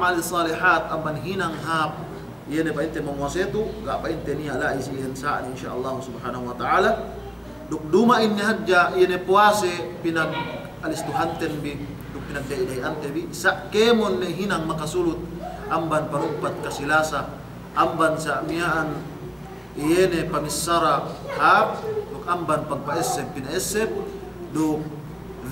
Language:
Yakan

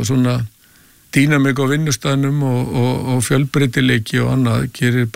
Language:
Icelandic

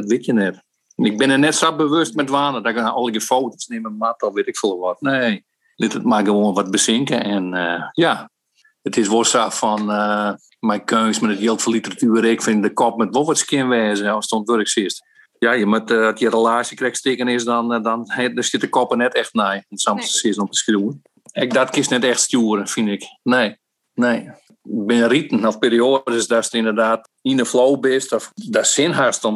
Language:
Western Frisian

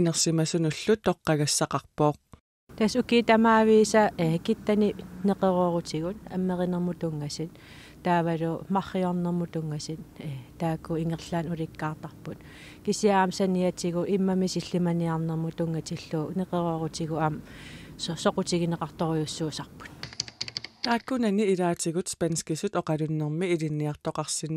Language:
Kalaallisut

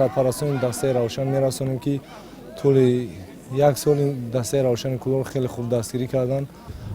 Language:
Tajik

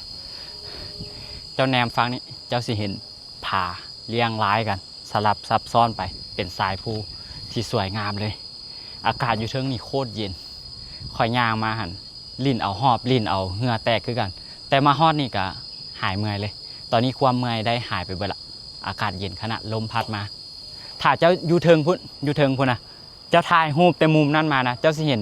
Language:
Lao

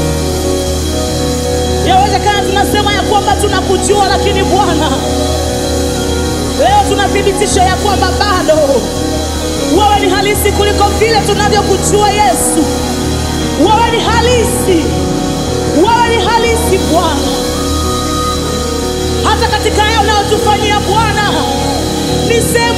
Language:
Swahili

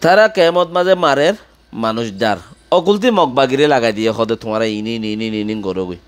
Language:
Rohingya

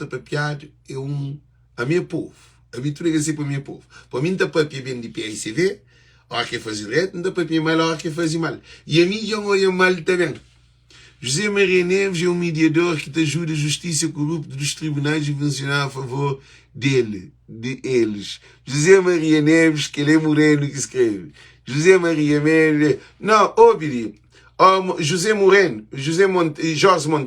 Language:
Kabuverdianu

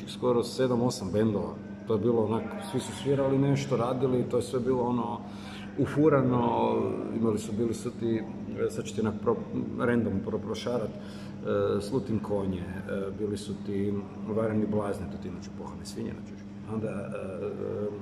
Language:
Croatian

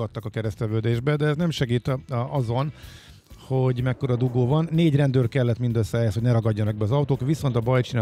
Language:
Hungarian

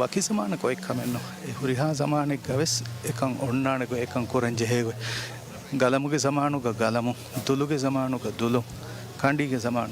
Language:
Divehi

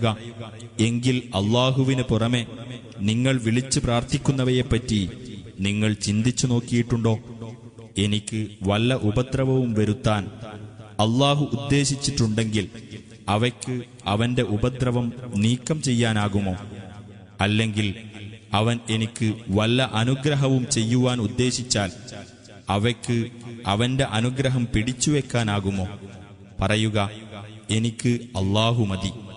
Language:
Malayalam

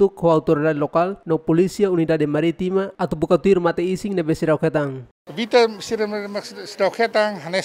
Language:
Tetum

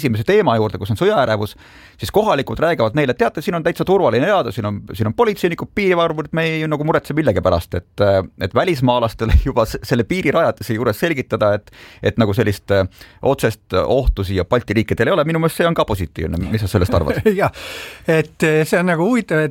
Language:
Estonian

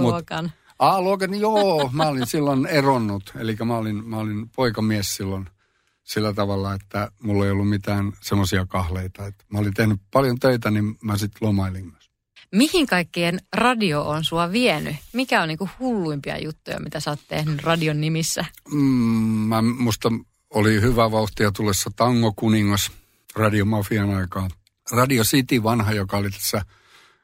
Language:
Finnish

